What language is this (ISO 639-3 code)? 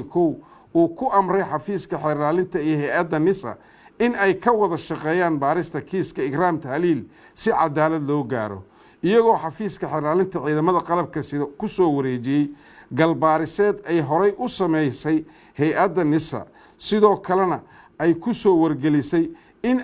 som